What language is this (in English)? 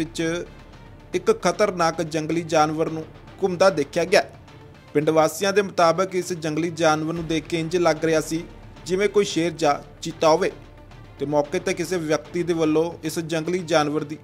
Punjabi